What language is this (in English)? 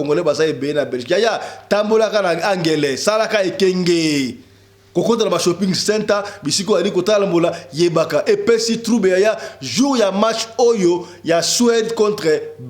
Lingala